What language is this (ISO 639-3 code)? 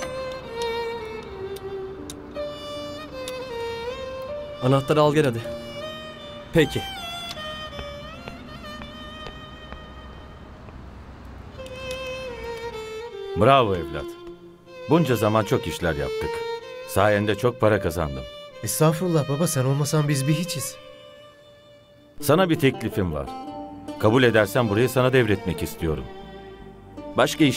tur